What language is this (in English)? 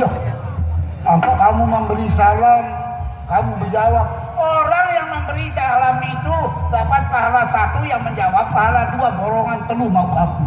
Sasak